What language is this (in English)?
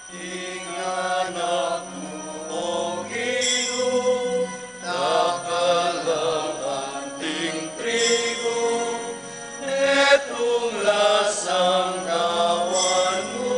Pampanga